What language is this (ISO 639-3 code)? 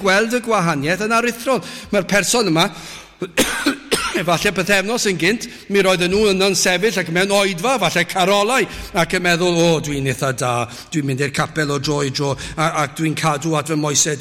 cym